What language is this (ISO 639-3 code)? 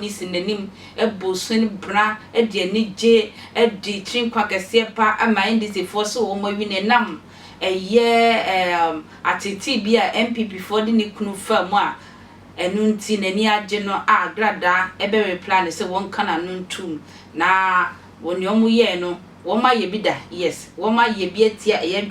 aka